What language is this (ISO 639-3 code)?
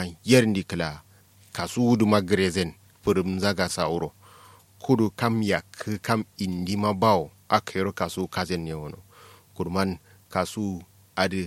kau